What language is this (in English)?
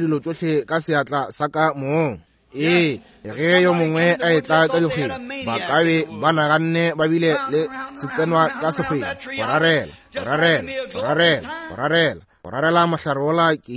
Northern Sotho